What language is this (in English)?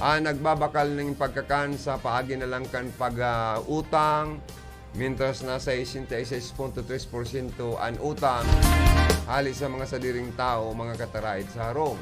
Bikol